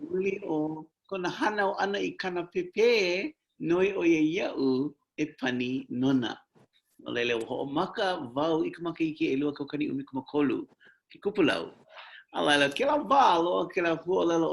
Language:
Hawaiian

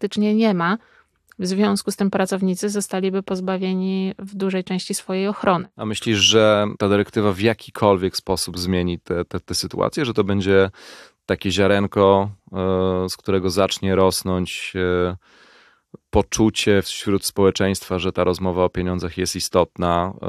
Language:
Polish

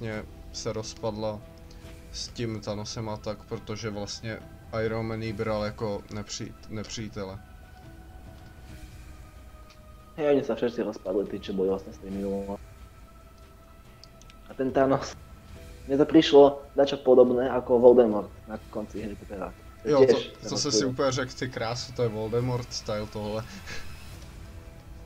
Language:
Czech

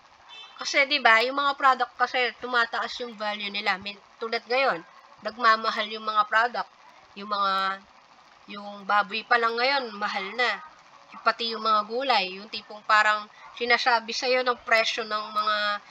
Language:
Filipino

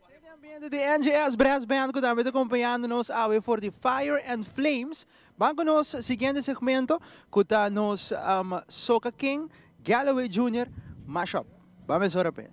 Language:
Papiamento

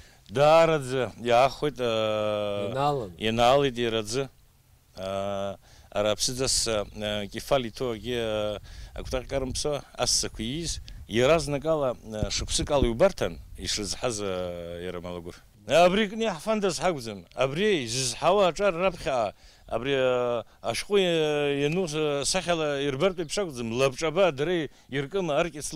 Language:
Abkhazian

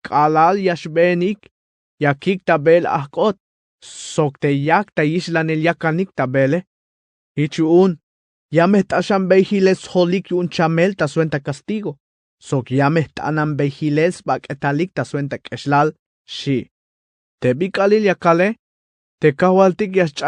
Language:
Tzeltal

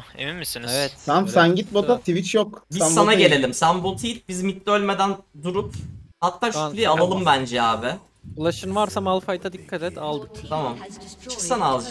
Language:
Turkish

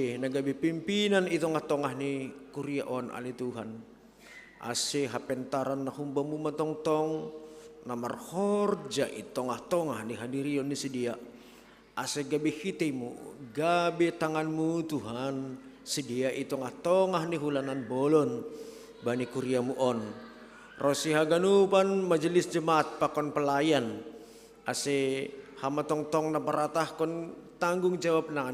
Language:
Batak Simalungun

